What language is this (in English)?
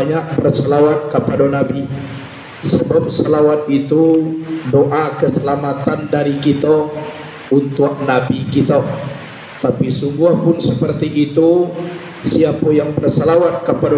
Minangkabau